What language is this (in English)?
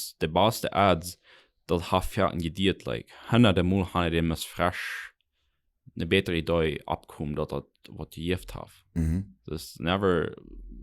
Plautdietsch